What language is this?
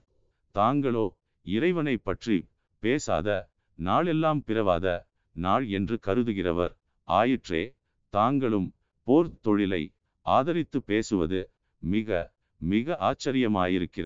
Tamil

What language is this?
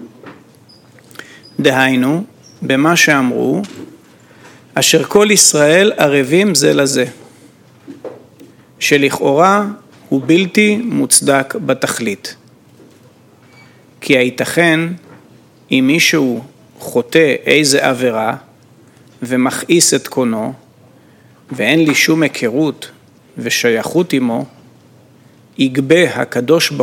Hebrew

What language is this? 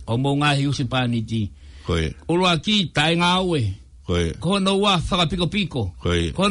Tongan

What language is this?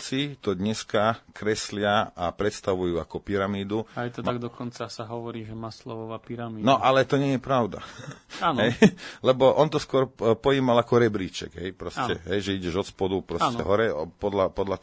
Slovak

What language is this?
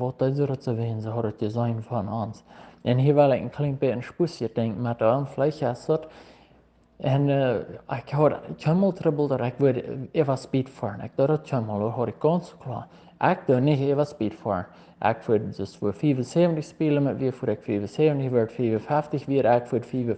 Plautdietsch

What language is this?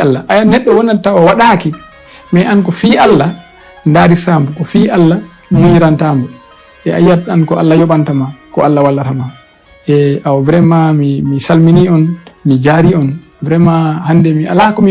Fula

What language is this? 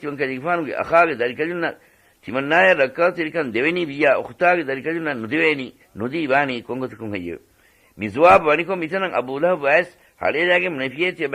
Divehi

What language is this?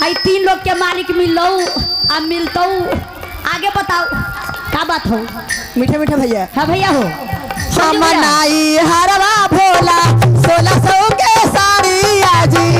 Magahi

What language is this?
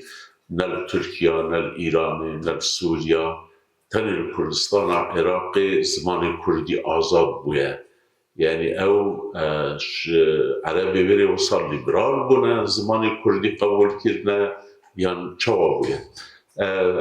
Kurdish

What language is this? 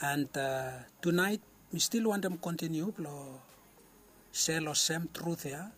Bislama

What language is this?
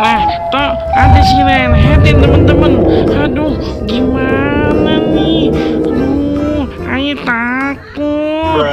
Betawi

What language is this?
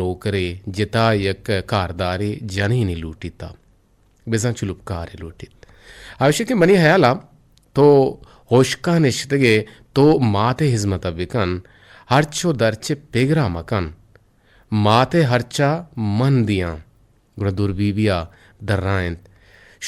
Eastern Balochi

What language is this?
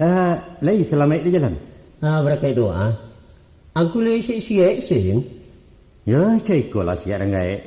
Minangkabau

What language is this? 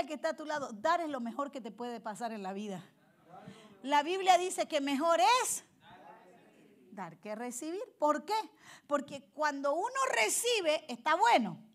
Spanish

